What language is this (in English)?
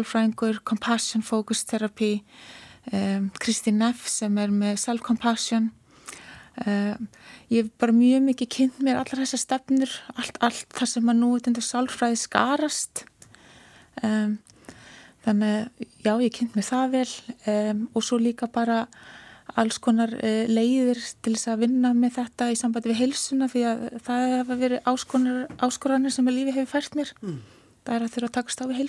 Icelandic